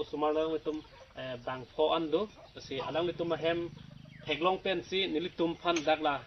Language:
Karbi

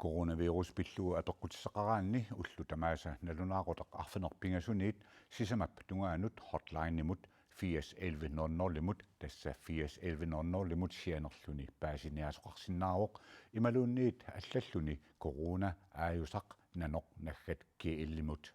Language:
Kalaallisut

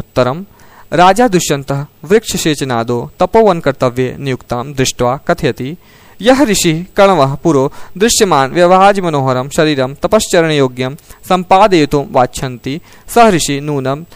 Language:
Sanskrit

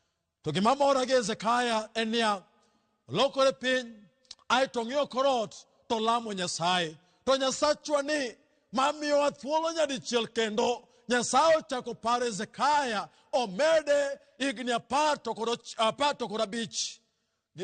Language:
Luo (Kenya and Tanzania)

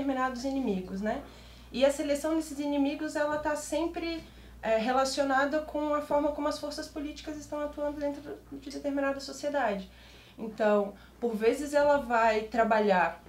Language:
Portuguese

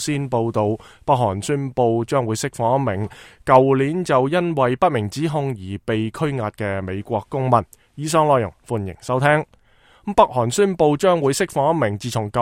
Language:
Cantonese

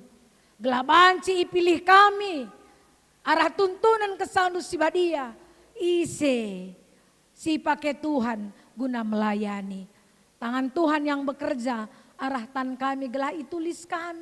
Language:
Batak Karo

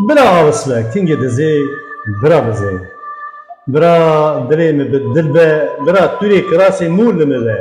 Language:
Kurdish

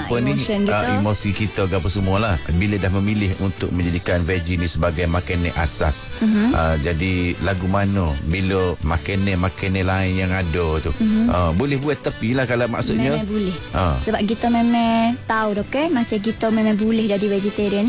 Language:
Malay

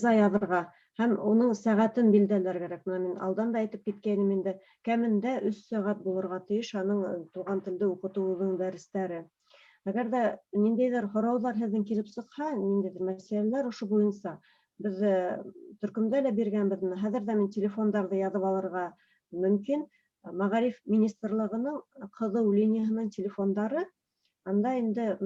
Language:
Bashkir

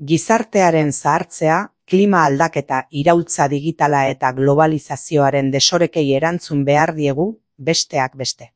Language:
Basque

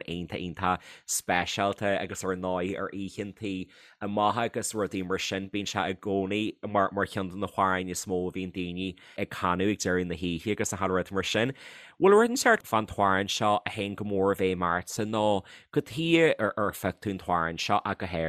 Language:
Irish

